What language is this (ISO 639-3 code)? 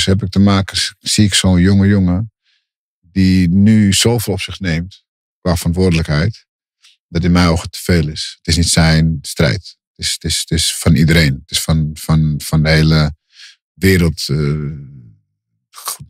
nld